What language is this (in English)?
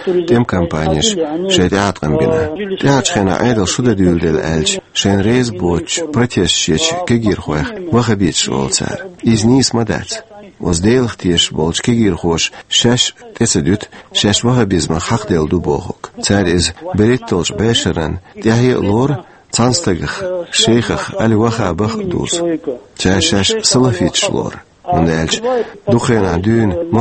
Chechen